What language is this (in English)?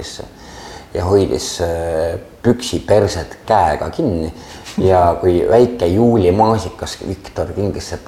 Estonian